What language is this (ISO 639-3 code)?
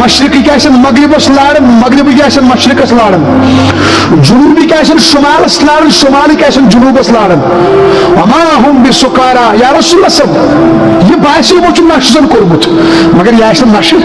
kas